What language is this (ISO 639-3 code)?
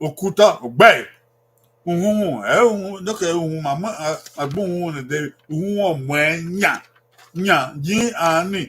bin